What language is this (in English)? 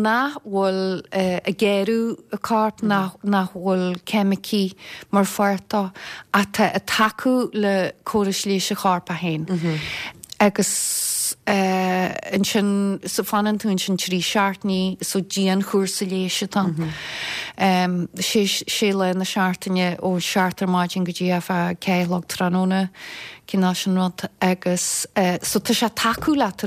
Irish